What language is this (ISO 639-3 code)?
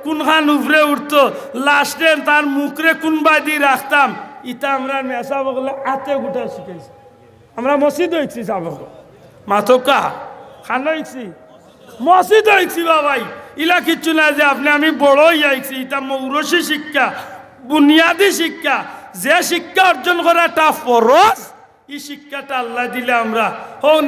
syl